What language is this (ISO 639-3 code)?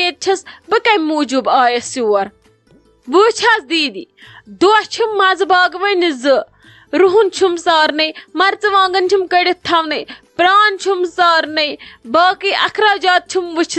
kas